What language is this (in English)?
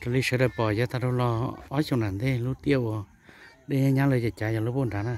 Hmong